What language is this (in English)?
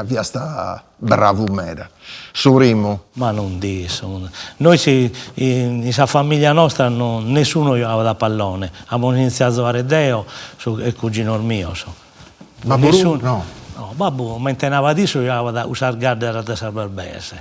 Sardinian